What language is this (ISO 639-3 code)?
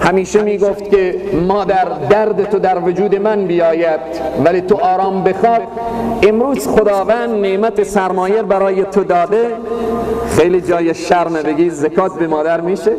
fas